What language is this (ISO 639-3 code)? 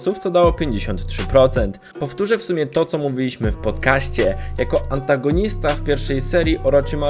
pol